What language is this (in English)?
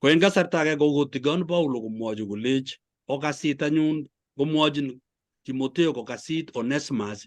Kalenjin